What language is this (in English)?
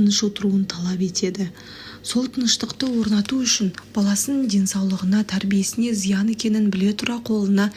Kazakh